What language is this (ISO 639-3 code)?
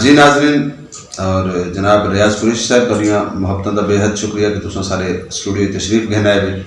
skr